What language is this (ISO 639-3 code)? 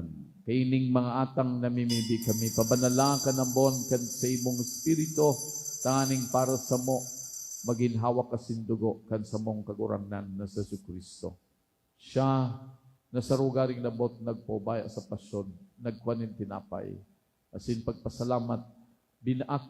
bik